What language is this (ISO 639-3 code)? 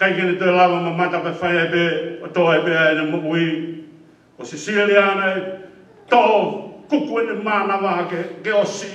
ton